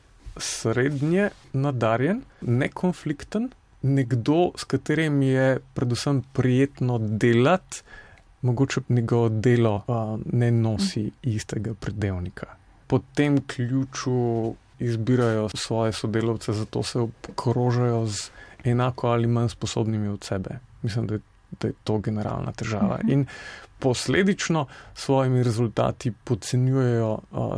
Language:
Slovenian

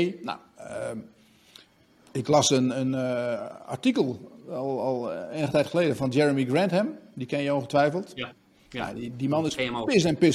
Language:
Dutch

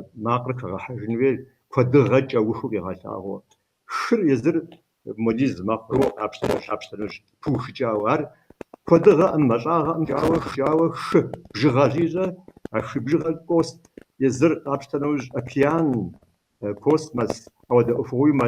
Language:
Kabardian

